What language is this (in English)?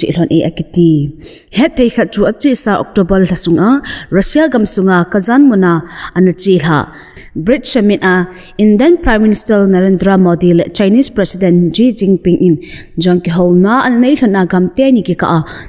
Thado Chin